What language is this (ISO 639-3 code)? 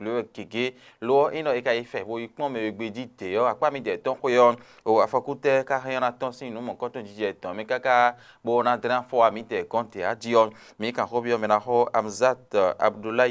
fon